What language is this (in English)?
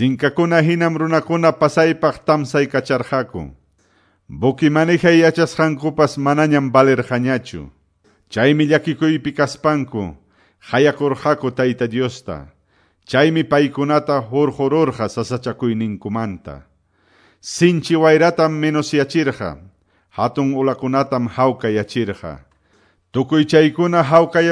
Quechua